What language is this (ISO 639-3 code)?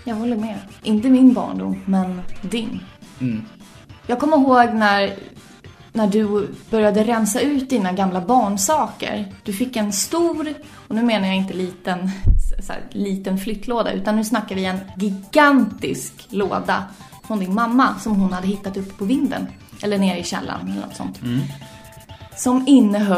swe